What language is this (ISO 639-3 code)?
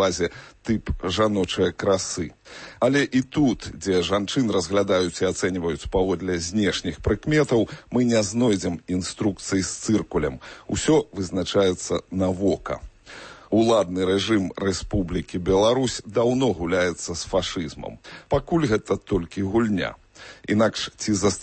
bel